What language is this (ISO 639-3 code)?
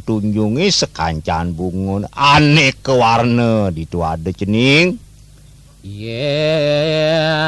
ban